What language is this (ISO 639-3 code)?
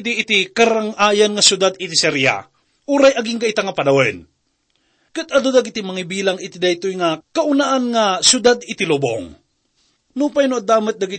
ilo